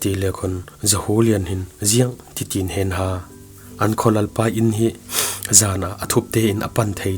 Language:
Falam Chin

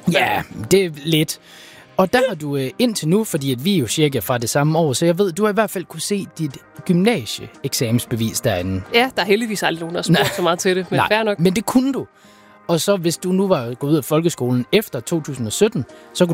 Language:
Danish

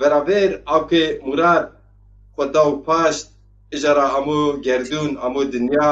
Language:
Zaza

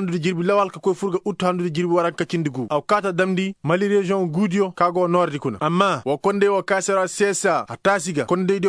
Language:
Koyraboro Senni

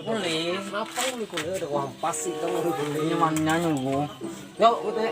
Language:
Banjar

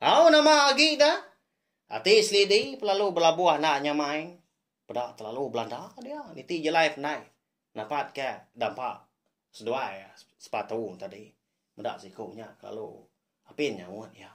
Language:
Iban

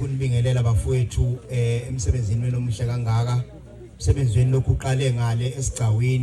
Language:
Zulu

